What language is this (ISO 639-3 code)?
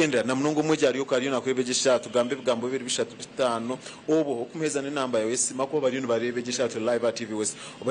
nyn